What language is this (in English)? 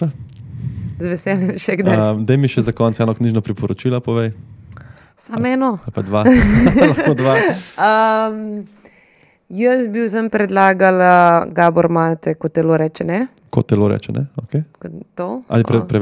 Slovenian